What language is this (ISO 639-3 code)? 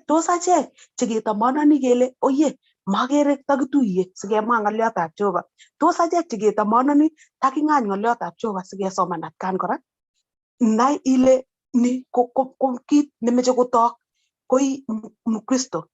kln